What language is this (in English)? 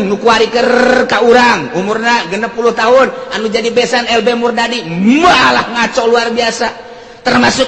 Sundanese